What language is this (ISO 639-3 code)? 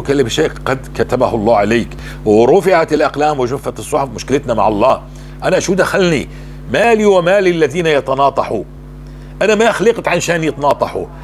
apc